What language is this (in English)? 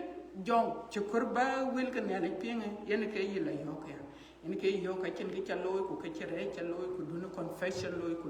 Dinka